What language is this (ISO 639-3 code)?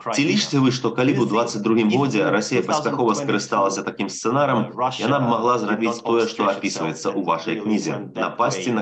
bel